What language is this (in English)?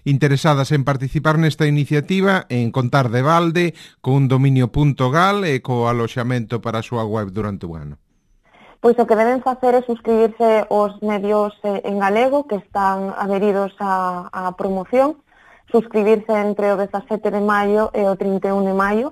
Galician